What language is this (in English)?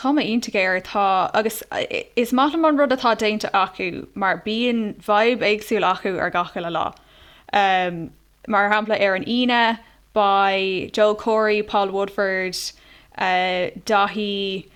Irish